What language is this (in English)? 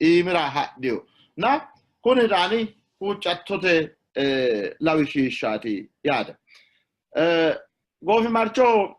Sidamo